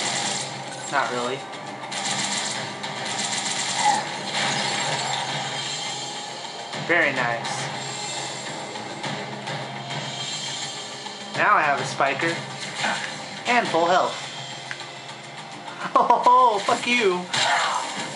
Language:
English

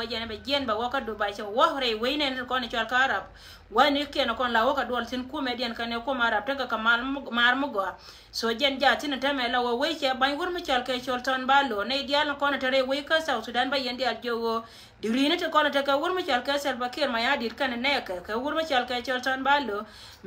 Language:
Nuer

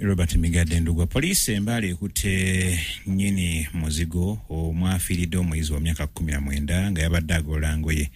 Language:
Ganda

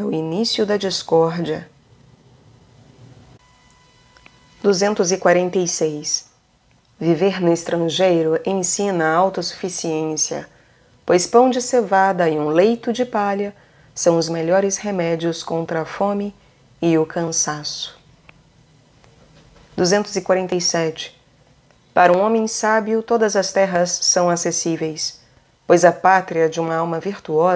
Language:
Portuguese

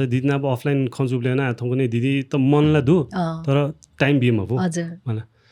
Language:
Newari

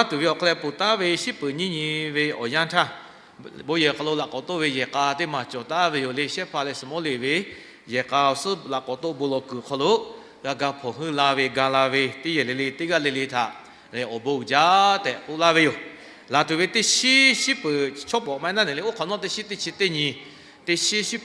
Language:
Lahu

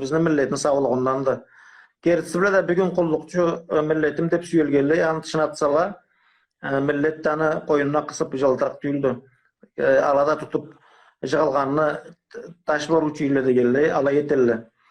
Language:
Karachay-Balkar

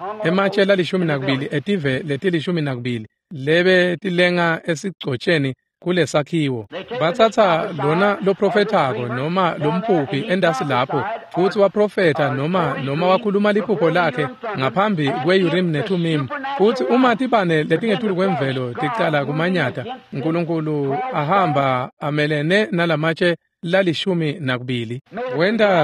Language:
Swati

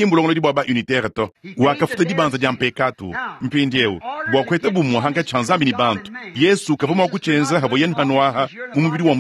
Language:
Luba-Lulua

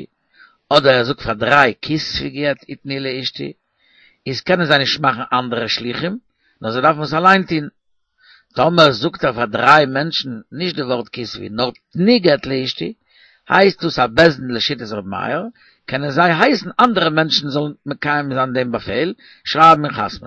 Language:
Yiddish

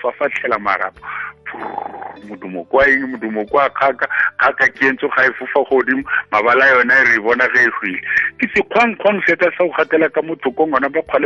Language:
South Ndebele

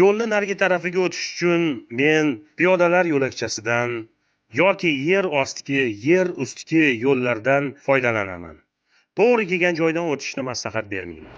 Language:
Uzbek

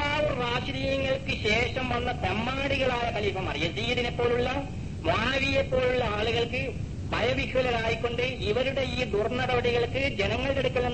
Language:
Malayalam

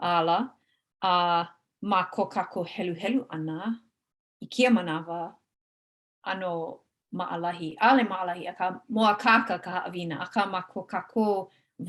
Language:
Hawaiian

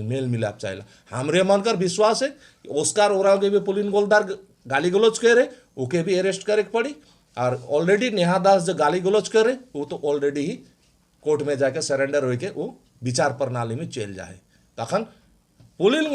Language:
Sadri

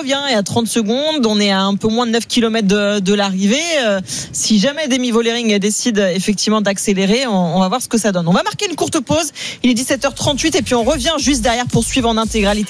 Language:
French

